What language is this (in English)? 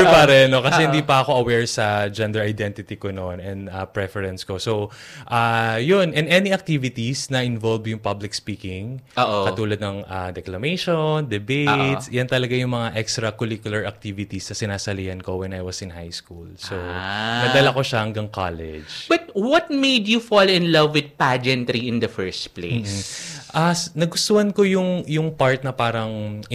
Filipino